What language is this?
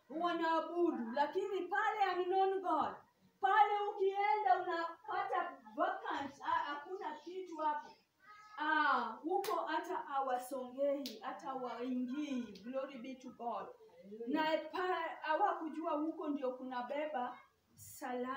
Swahili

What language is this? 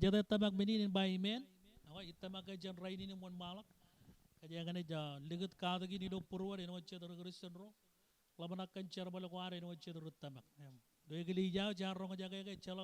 Marshallese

